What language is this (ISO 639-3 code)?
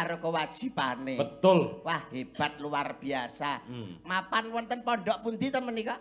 jav